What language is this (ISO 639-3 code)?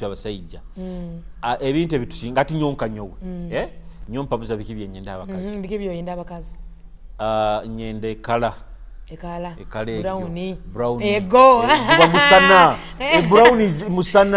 nyo